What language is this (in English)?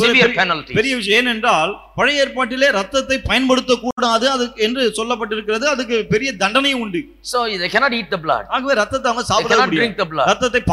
Tamil